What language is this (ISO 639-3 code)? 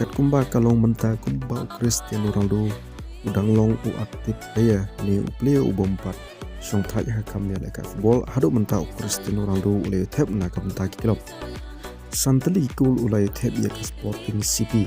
kha